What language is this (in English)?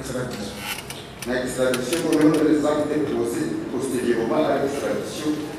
Kinyarwanda